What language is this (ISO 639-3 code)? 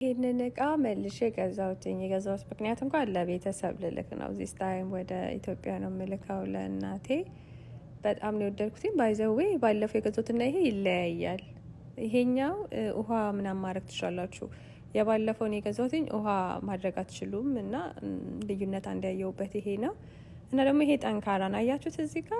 amh